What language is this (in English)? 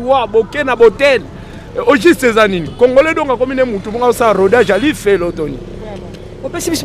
Lingala